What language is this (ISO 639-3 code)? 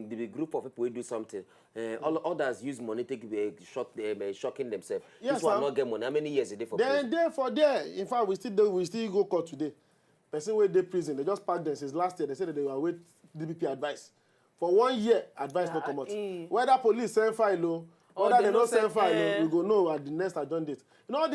pcm